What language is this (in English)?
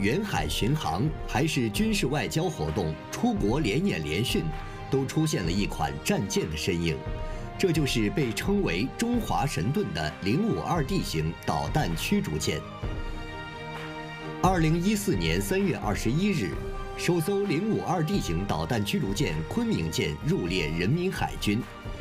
Chinese